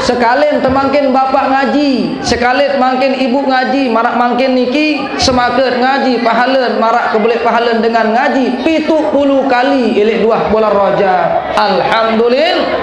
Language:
Sasak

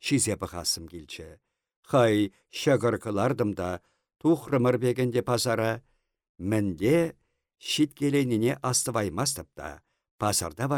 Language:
Chuvash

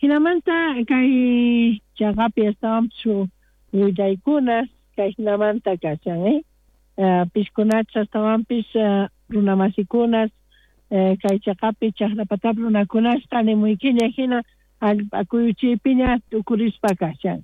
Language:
South Bolivian Quechua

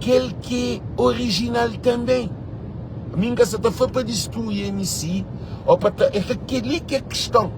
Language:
Kabuverdianu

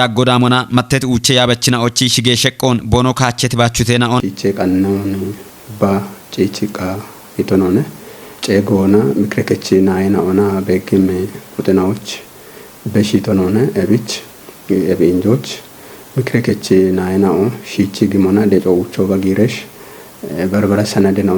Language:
Kafa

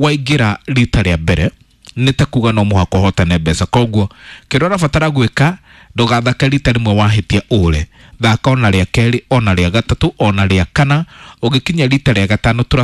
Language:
Kikuyu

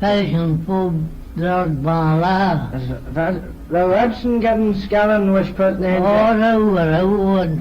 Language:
Manx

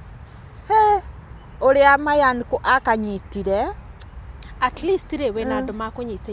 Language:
Kikuyu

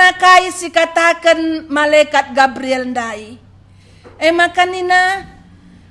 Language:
Batak Karo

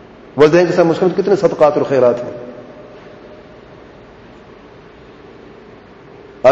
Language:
Urdu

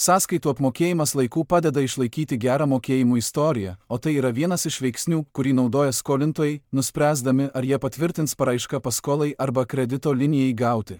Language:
Lithuanian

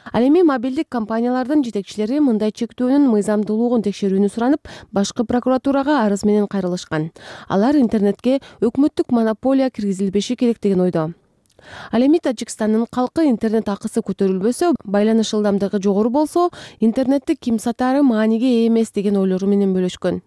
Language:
Kyrgyz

